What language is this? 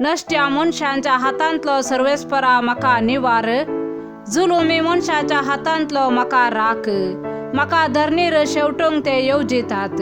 Konkani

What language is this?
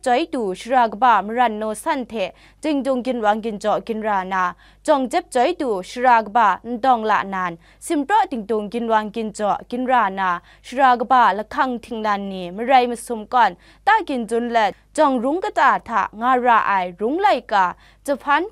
Kachin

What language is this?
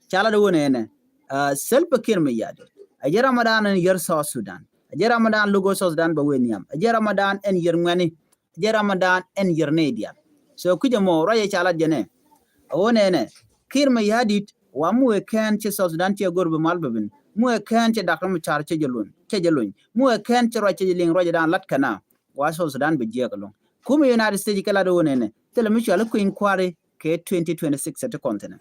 Nuer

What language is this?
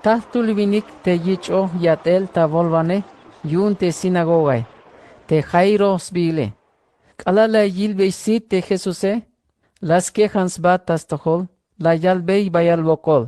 Tzeltal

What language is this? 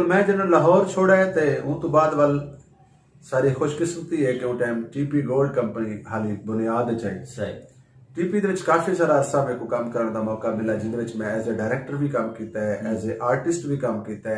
Saraiki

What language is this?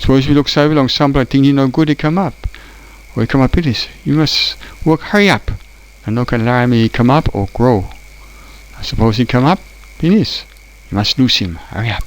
Tok Pisin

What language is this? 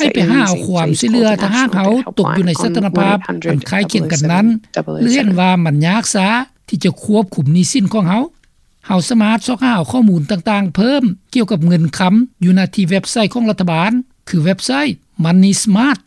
Lao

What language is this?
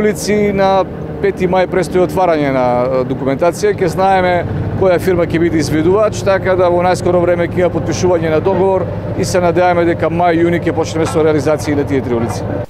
Macedonian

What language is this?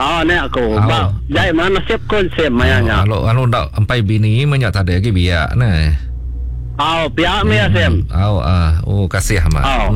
Iban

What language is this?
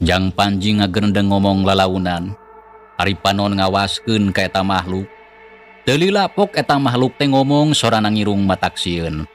Sundanese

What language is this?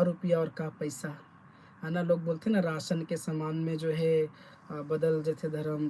Chhattisgarhi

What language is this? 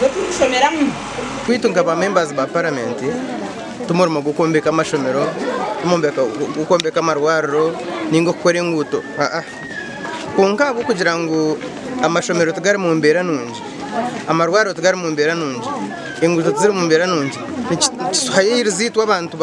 Nyankole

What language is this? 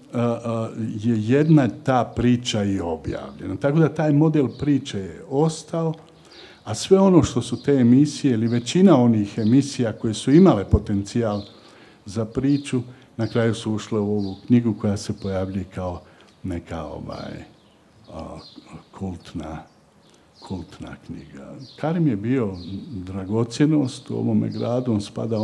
Bosnian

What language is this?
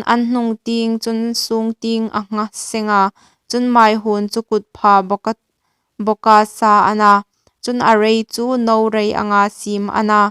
Hmar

